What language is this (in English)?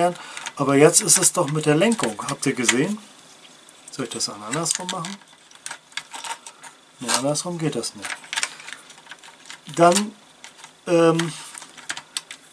German